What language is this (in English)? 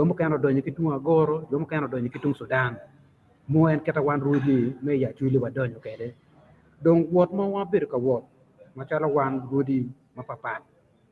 Acoli